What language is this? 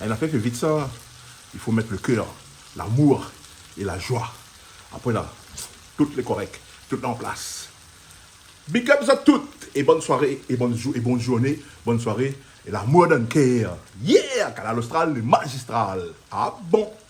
Réunion Creole French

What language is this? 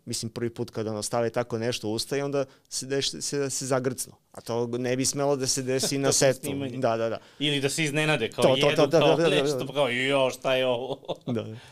Serbian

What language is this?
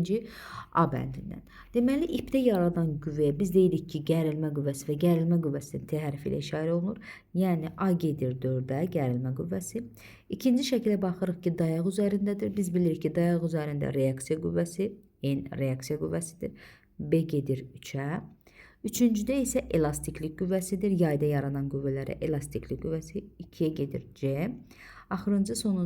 Azerbaijani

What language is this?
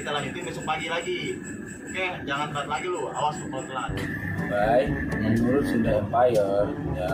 Betawi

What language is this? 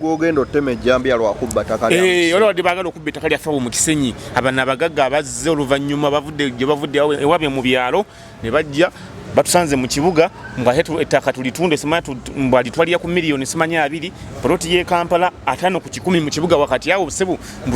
Ganda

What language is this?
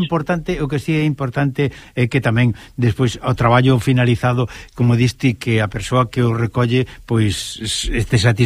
Galician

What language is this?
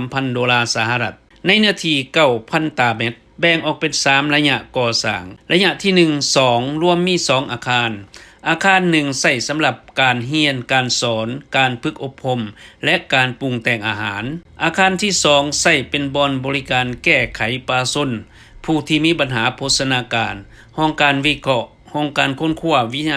Lao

